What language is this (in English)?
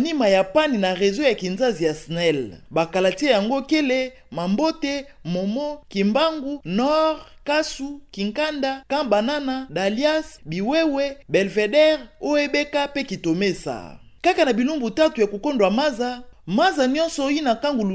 Kituba (Democratic Republic of Congo)